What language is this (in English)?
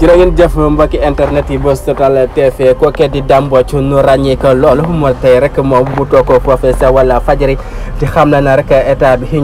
Wolof